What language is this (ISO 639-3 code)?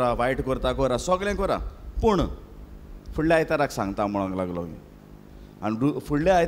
kok